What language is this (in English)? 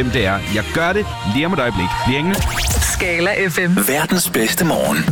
Danish